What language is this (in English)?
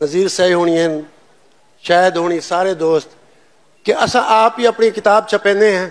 Saraiki